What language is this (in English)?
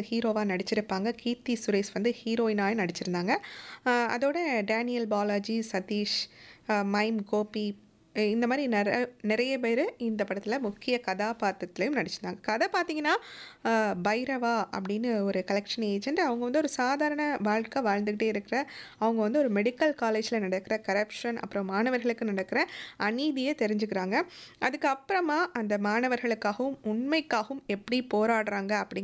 Tamil